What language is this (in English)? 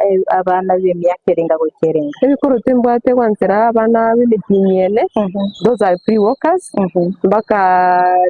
Gusii